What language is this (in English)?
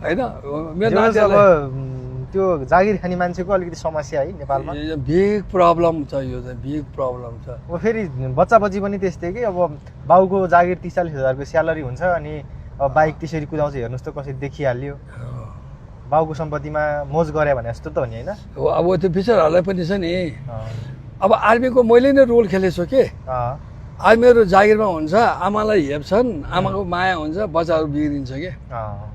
Nepali